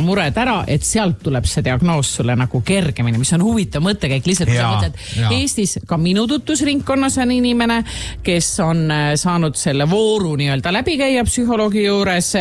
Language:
Estonian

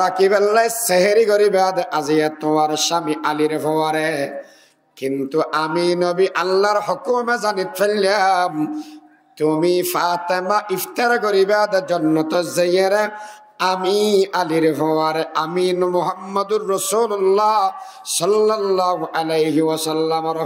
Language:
Rohingya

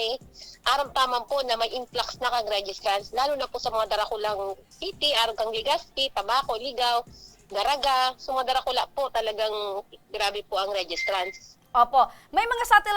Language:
Bikol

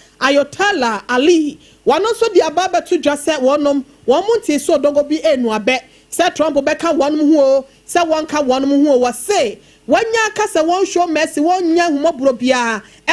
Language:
Akan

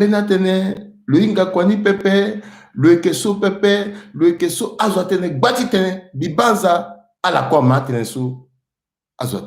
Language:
Sango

